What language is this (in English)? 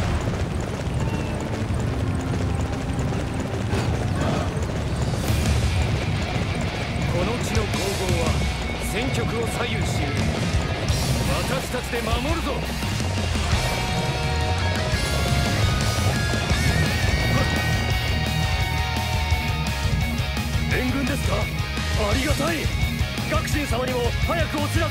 Japanese